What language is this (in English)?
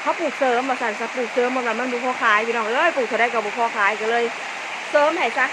Northeastern Thai